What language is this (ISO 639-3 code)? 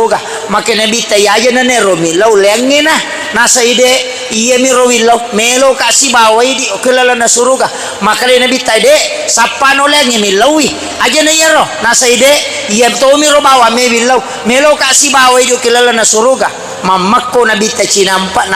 bug